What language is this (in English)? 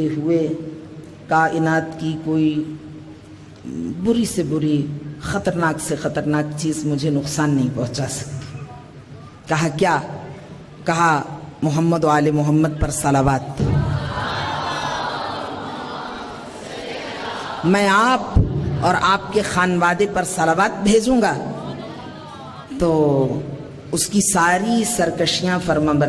Urdu